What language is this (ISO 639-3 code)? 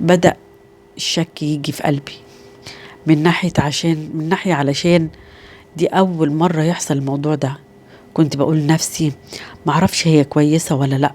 arz